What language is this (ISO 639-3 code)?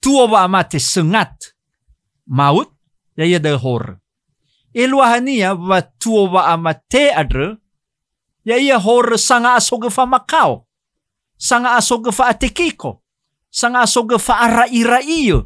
nia